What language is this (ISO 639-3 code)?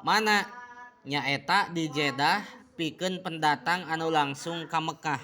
sun